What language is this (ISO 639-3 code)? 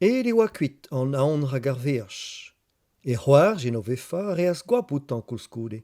bre